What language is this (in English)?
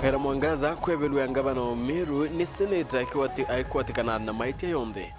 Meru